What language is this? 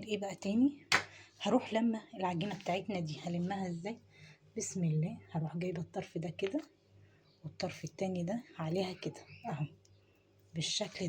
Egyptian Arabic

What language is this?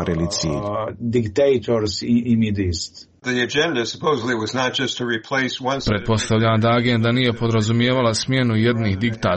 Croatian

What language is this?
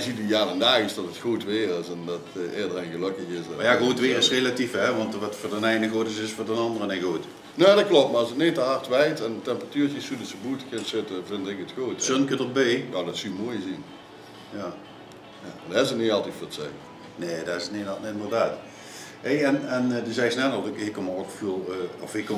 Limburgish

